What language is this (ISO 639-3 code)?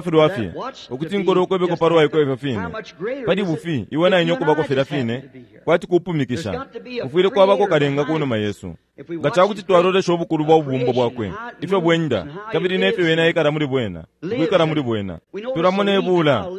bem